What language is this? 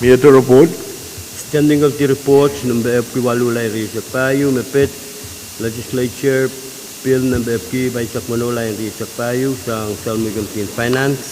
Pohnpeian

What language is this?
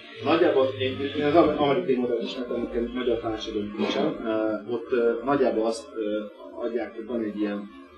Hungarian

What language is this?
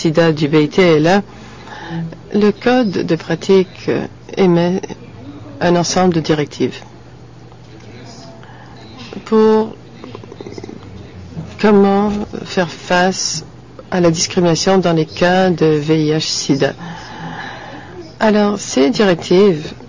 French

